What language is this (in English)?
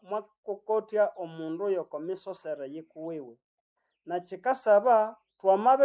Nande